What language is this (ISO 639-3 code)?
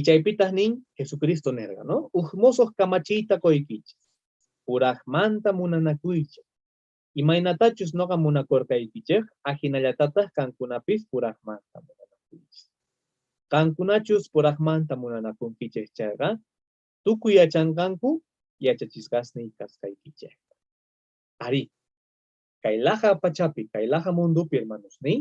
quh